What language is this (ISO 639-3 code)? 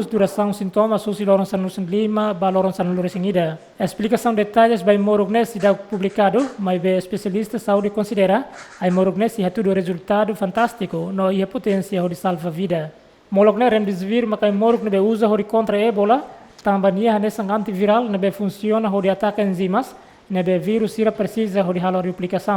tet